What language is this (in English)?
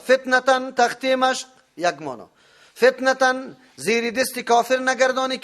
Persian